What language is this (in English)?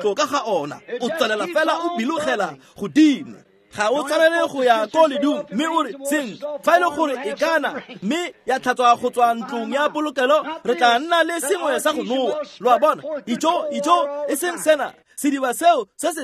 Tswana